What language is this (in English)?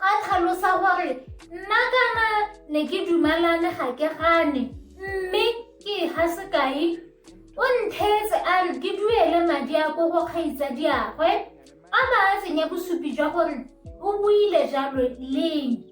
Tswana